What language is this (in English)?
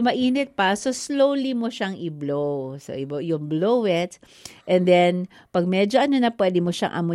Filipino